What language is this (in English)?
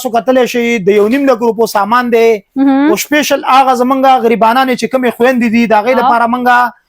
Pashto